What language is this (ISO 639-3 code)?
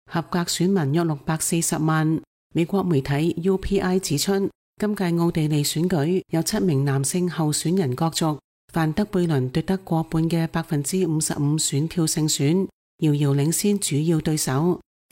yue